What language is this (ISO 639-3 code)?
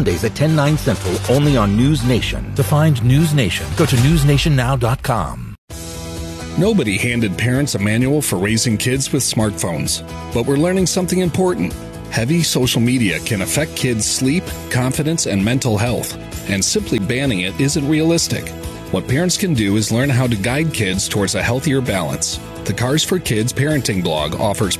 eng